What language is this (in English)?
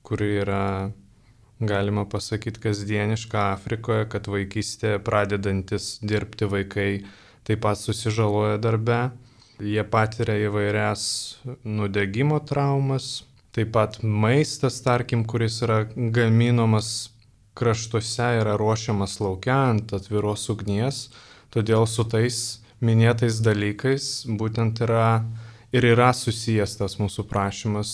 Lithuanian